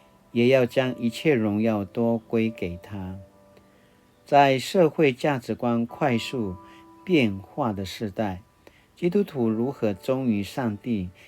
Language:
Paiwan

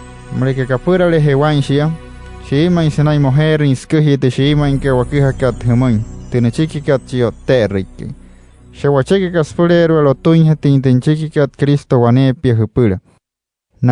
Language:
Wayuu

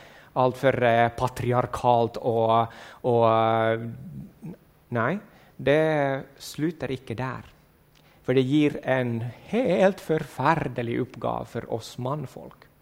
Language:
Norwegian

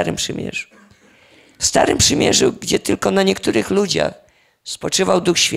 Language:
Polish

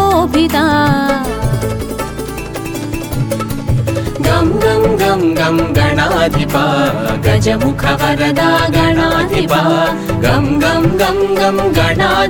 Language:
Telugu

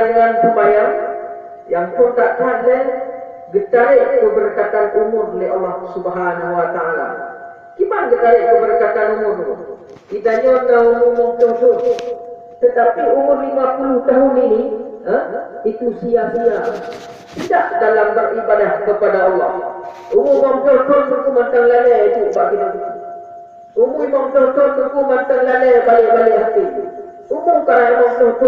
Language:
Achinese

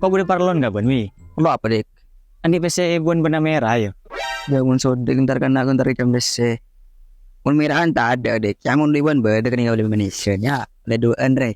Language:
Madurese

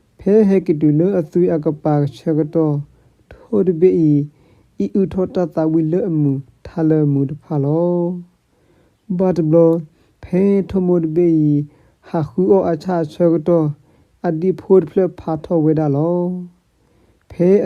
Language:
S'gaw Karen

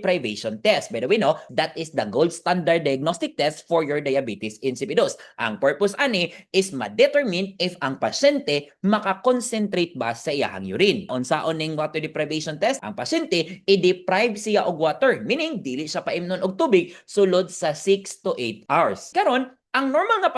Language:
Cebuano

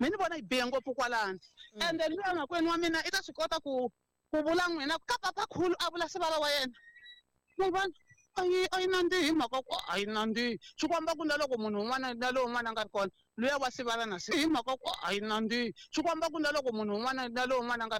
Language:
Tsonga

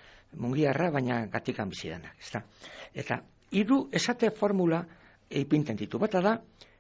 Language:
Basque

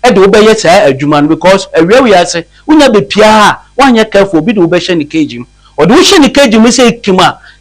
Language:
Akan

